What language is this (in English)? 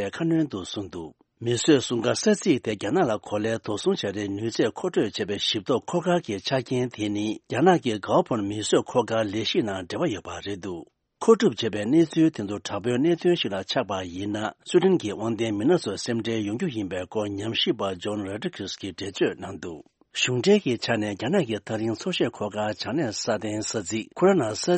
Tibetan